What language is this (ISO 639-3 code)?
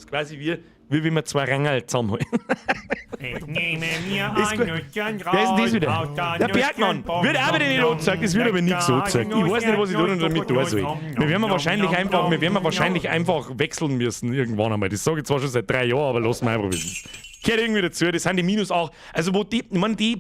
bar